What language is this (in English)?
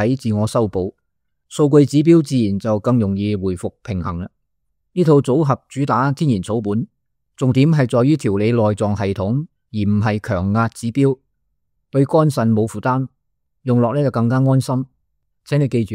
Cantonese